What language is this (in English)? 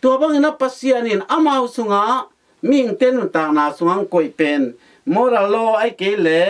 Tedim Chin